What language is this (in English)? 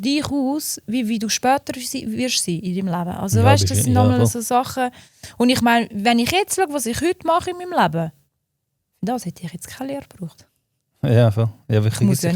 Swiss German